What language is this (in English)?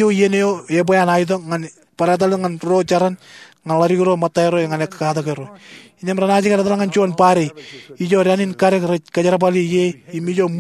Marshallese